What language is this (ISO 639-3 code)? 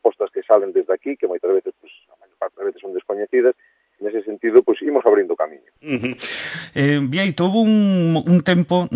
glg